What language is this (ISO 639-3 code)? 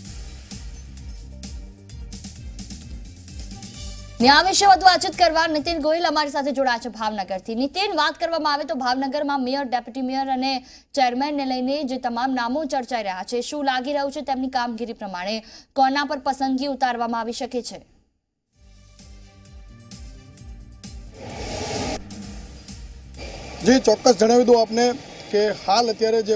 guj